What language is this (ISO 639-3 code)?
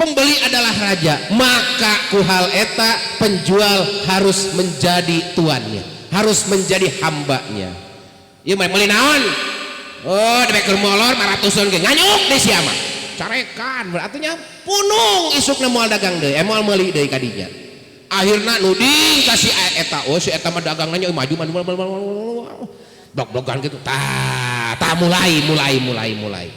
sun